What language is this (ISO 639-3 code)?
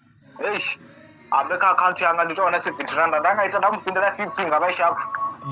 ven